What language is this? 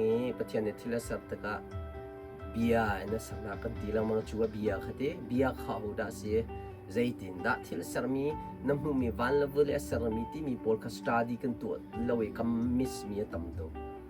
Hakha Chin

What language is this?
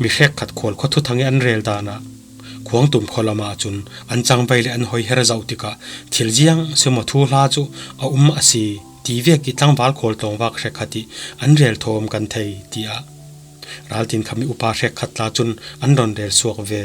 Falam Chin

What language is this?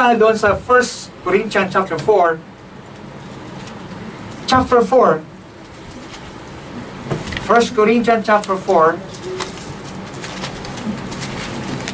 Filipino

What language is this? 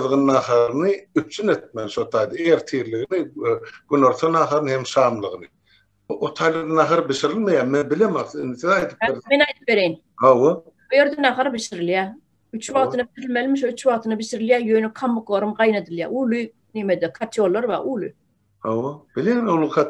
Turkmen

